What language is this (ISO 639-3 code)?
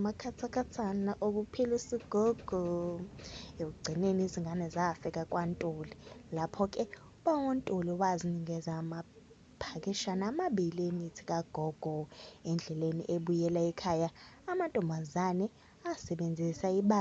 zul